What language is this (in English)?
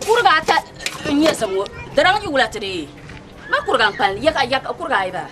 Dagbani